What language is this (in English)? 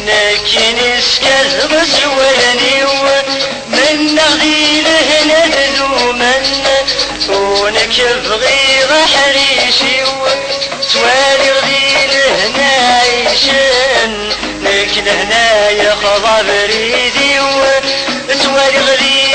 Kabyle